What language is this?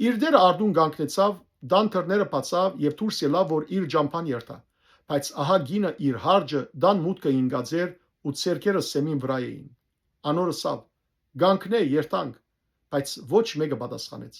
Western Armenian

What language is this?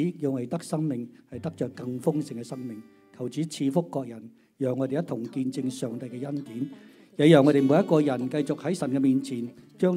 Cantonese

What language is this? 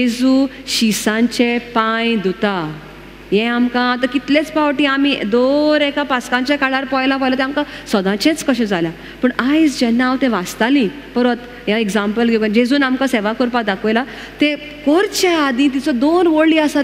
Konkani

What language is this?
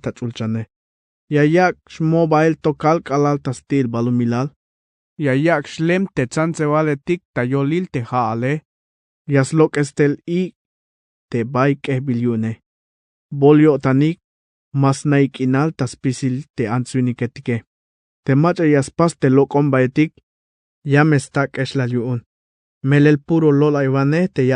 Tzeltal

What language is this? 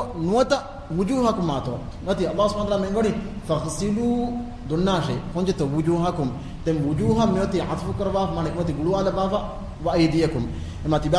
Divehi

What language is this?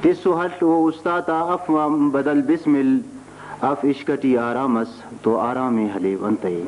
Brahui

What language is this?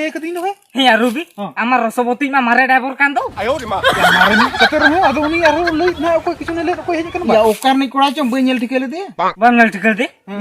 Santali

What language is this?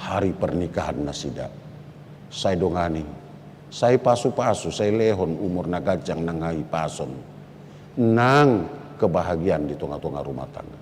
Batak Toba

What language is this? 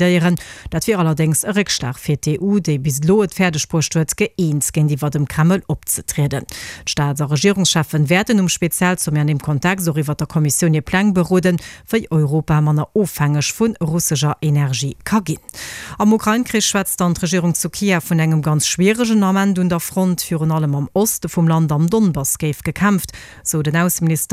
Luxembourgish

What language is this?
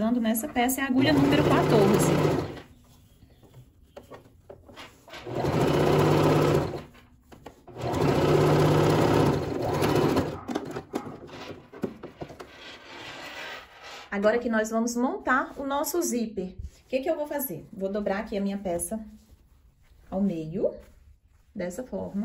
Portuguese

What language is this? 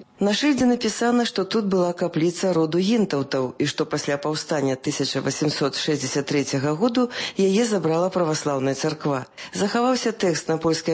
Belarusian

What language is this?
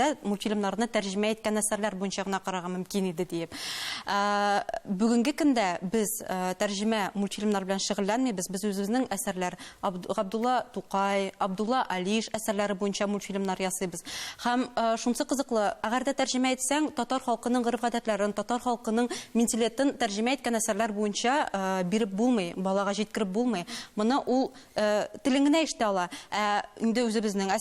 Tatar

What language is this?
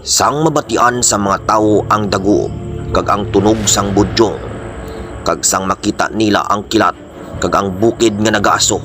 Hiligaynon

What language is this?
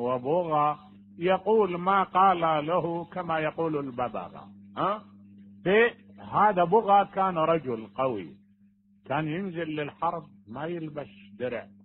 Mesopotamian Arabic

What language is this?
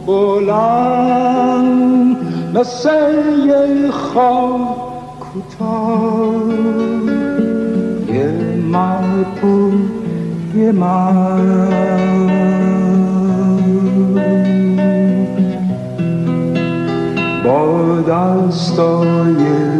Persian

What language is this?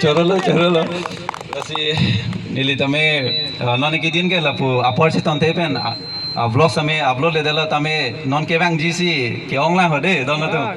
Karbi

